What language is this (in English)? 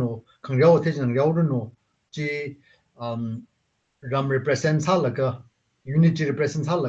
Tangkhul Naga (India)